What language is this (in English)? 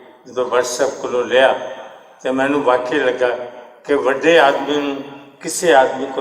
Western Panjabi